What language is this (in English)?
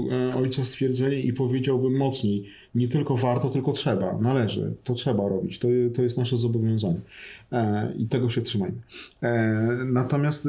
Polish